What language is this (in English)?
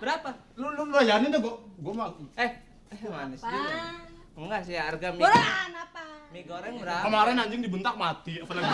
Betawi